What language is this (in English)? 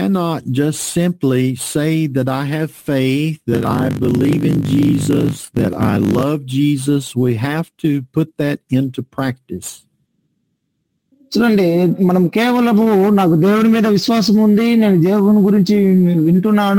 Telugu